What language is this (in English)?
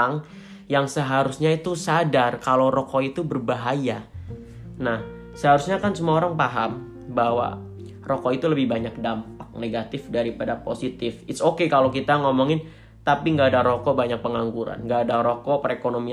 Indonesian